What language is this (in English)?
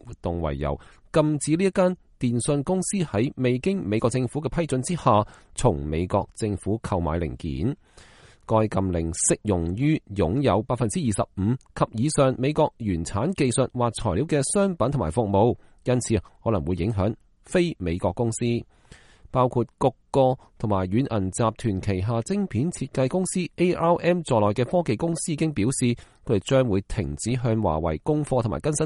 Cantonese